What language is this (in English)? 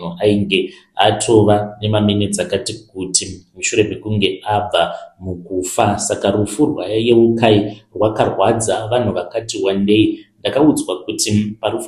Shona